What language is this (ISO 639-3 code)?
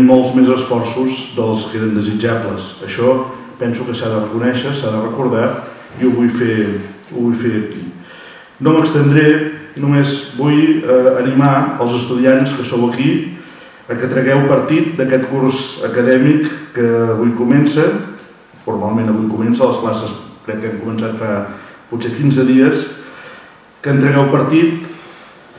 cat